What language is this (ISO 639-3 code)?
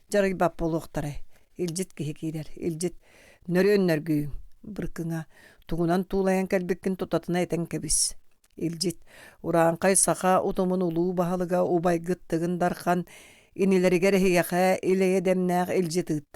sah